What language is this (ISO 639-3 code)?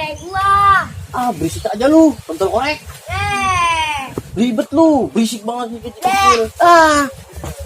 bew